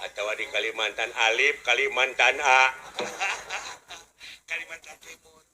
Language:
Sundanese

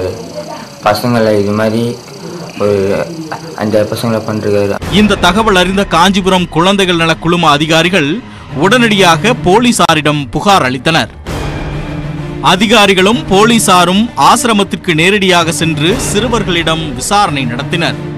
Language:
Tamil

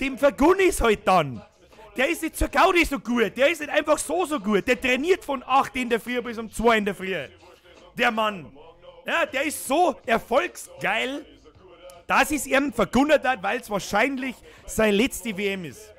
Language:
Bavarian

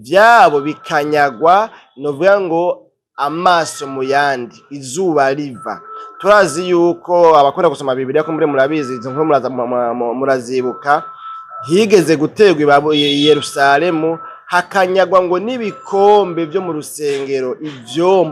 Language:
Rundi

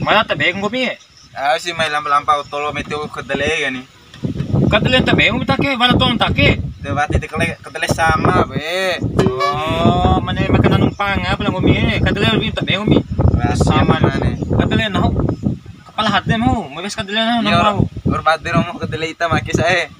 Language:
Bima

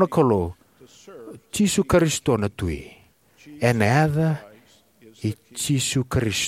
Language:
Fijian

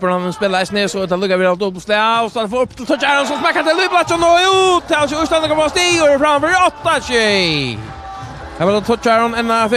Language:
Faroese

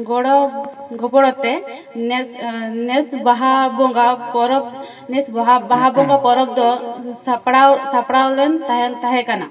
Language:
Santali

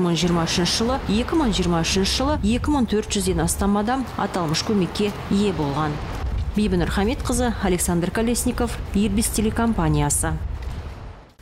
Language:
Kazakh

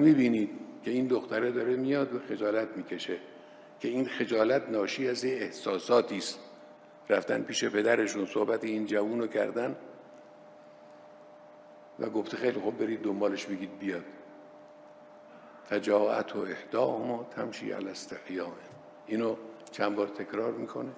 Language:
Persian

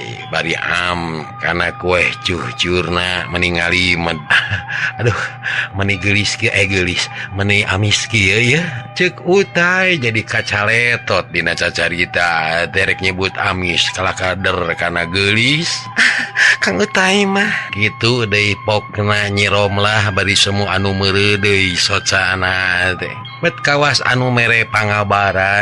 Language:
Sundanese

